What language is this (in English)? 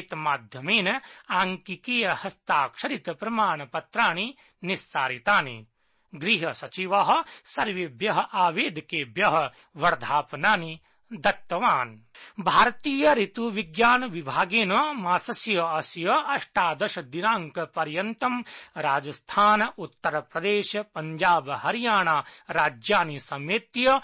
Sanskrit